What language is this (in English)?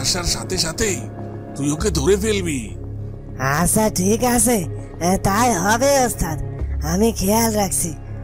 Bangla